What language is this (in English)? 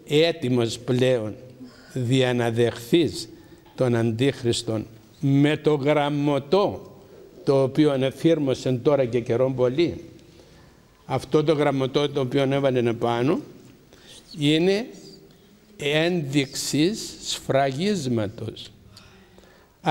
Greek